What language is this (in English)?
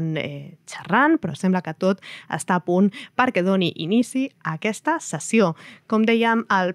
Catalan